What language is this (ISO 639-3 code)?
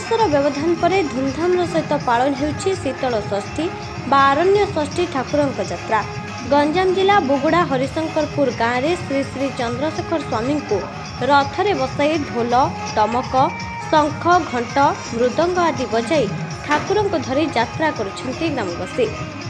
ori